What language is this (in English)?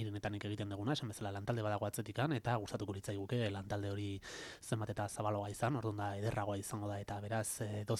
Basque